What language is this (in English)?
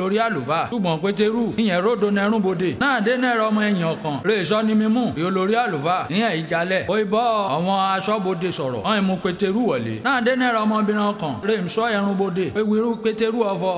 Yoruba